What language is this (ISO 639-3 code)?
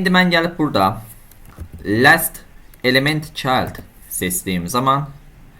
aze